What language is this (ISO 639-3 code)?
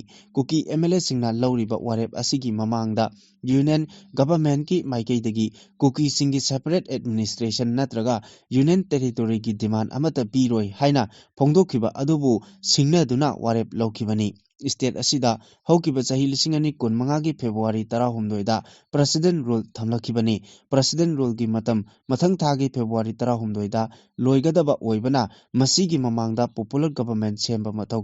mni